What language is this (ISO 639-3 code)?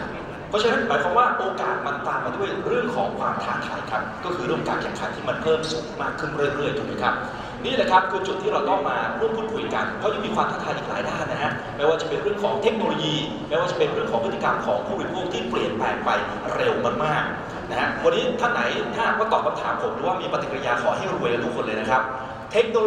tha